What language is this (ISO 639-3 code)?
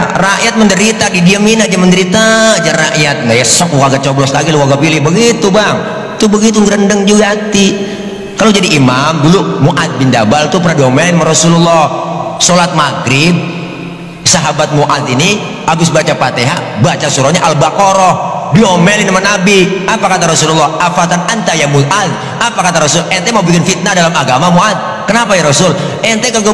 bew